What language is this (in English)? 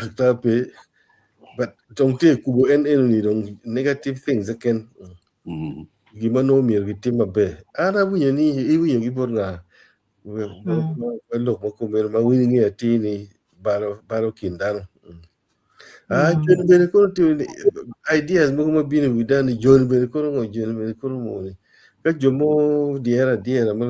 Acoli